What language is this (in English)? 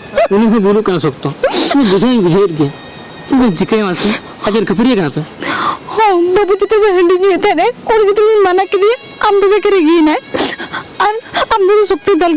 Santali